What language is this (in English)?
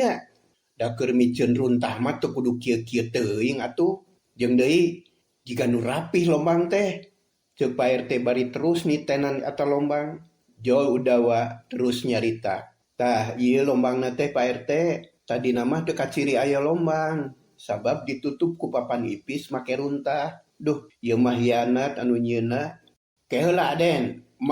Sundanese